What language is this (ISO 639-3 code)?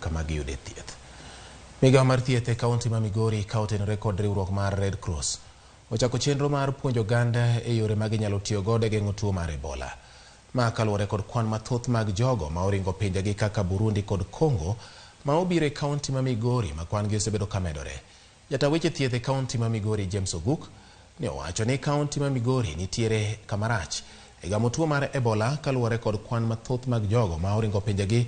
luo